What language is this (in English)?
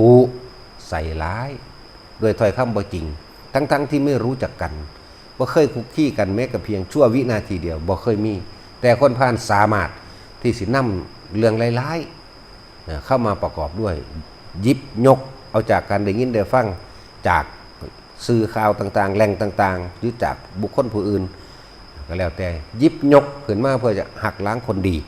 Northeastern Thai